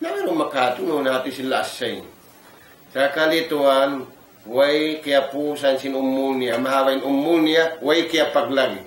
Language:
Tausug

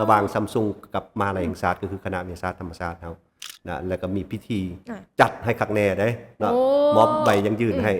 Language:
Lao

